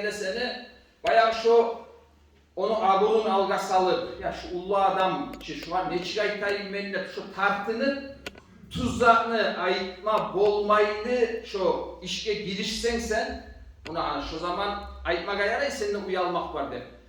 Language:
Kumyk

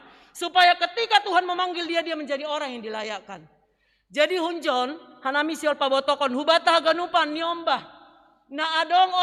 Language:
Batak Simalungun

